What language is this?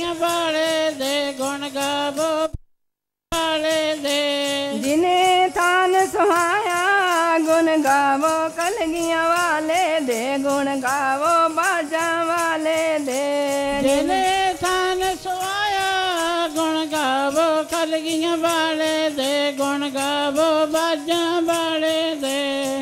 Punjabi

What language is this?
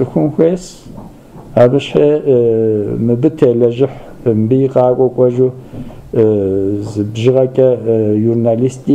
Kabardian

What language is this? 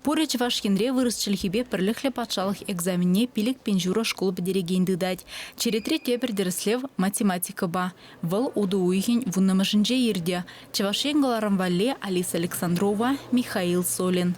Chuvash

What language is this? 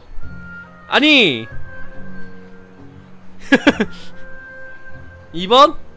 Korean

